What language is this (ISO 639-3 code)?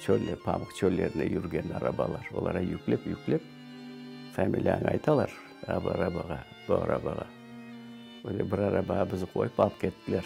crh